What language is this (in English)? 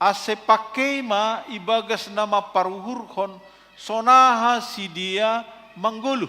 Batak Simalungun